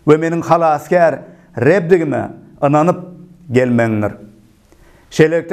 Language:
Turkmen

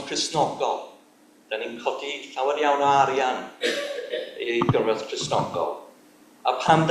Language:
Welsh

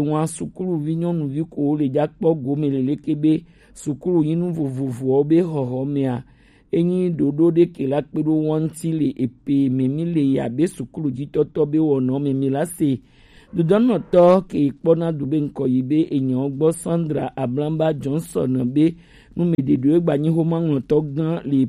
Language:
Gen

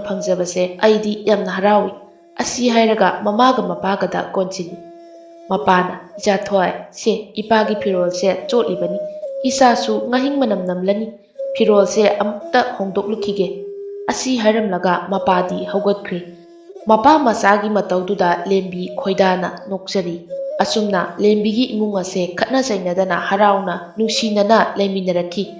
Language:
Manipuri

